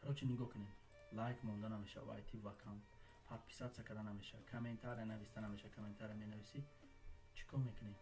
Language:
Tajik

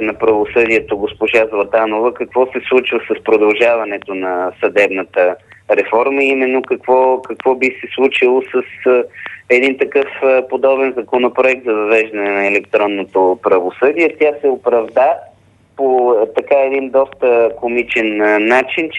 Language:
Bulgarian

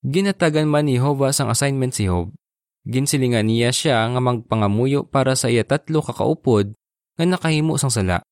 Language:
Hiligaynon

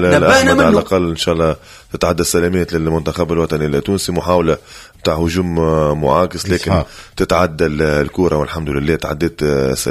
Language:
Tunisian Arabic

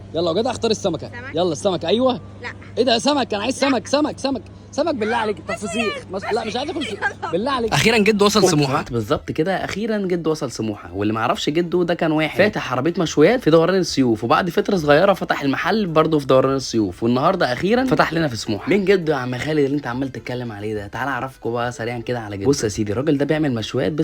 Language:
Egyptian Arabic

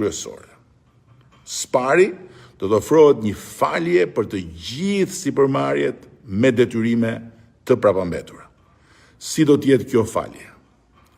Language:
Albanian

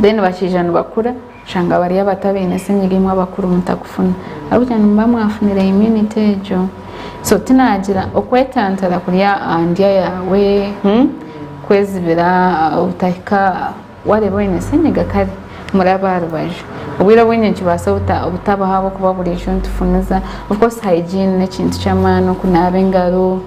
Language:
Nyankole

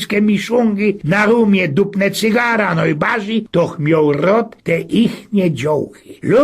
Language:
Silesian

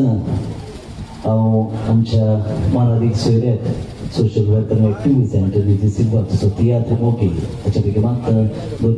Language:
Konkani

